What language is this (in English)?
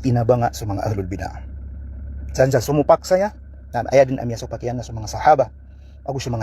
Maranao